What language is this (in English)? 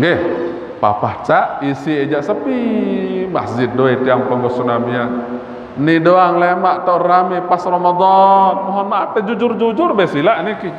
Sasak